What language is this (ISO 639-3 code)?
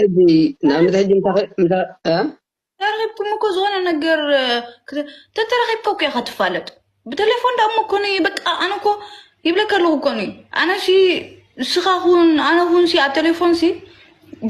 tir